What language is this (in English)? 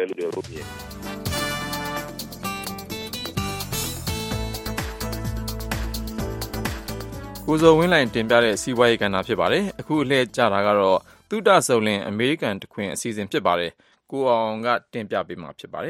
Burmese